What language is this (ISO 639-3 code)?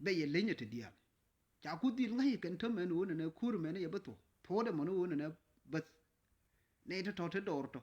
nus